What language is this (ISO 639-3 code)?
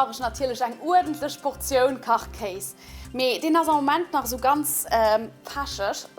ltz